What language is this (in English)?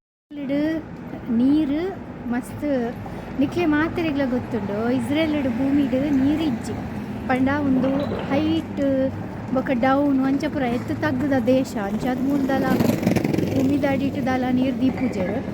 Tulu